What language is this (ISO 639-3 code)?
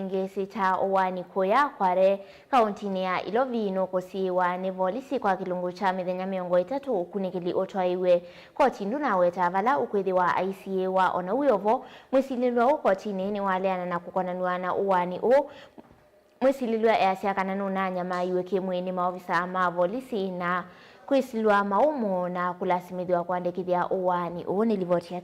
kam